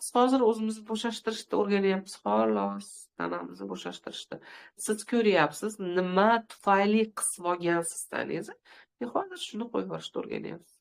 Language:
Uzbek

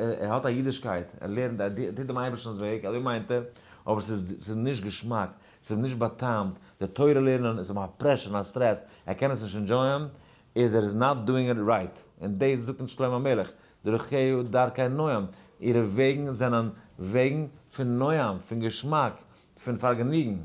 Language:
Yiddish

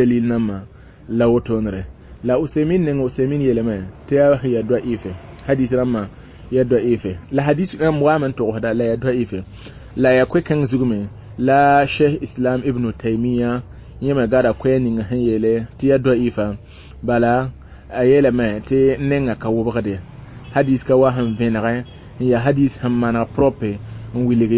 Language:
Mossi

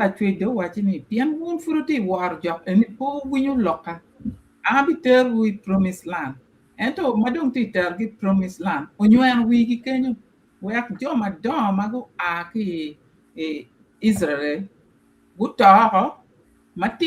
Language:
Acoli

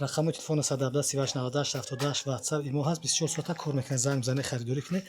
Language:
Tajik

